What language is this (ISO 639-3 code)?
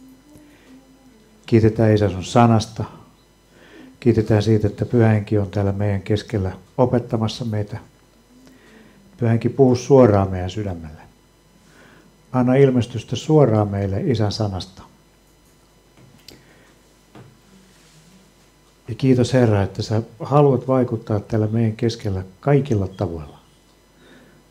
fin